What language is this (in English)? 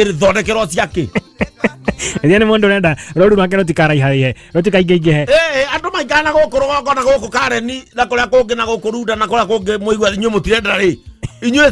Kikuyu